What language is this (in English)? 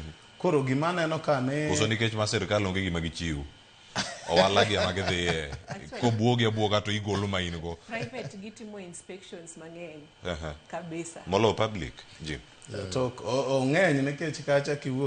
Luo (Kenya and Tanzania)